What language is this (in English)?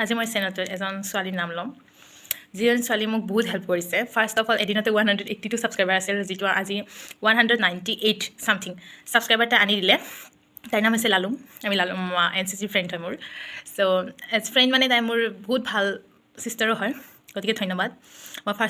Assamese